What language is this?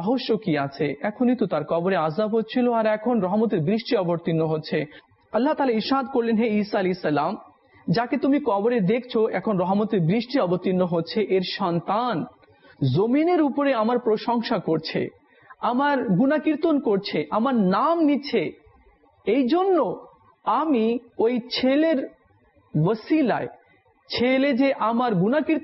Bangla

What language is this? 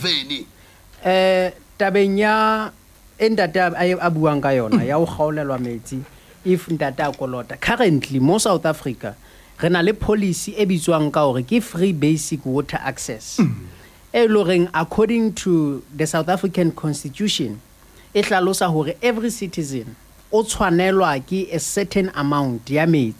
Southern Sotho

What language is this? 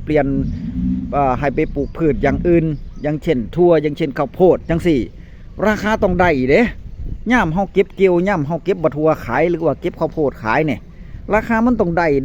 Northeastern Thai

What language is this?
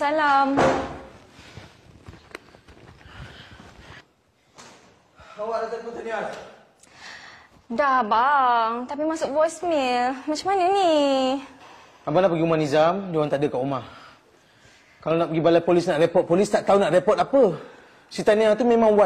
Malay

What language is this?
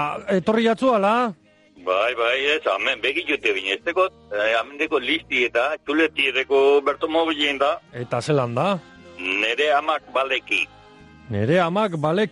Basque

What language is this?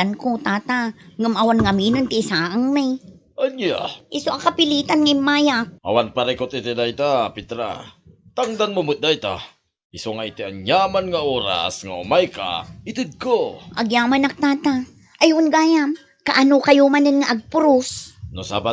Iloko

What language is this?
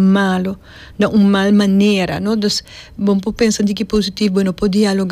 Papiamento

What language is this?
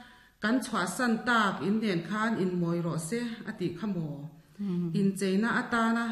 Mizo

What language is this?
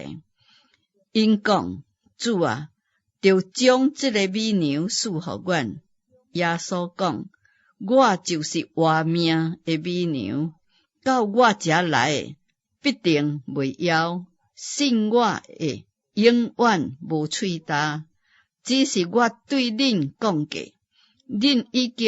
Min Nan Chinese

